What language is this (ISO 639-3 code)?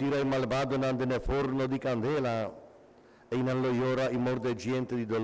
pap